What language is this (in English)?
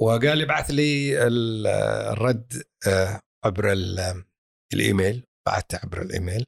Gulf Arabic